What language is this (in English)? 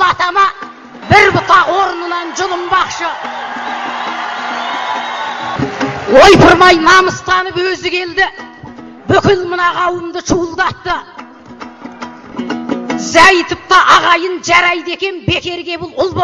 Kazakh